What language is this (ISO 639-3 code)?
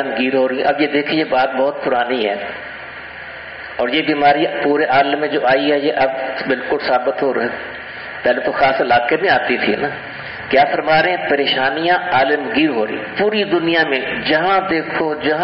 urd